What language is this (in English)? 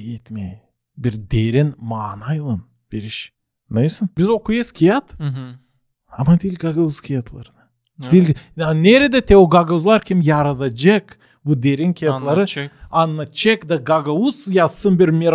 Gagauz